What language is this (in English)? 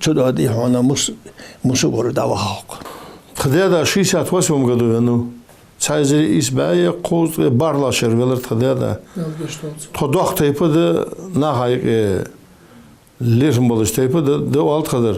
Ingush